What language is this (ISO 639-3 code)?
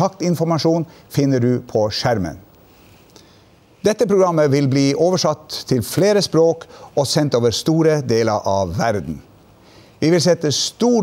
nor